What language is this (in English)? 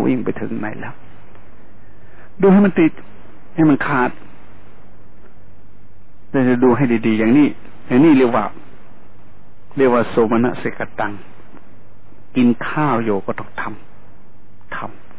Thai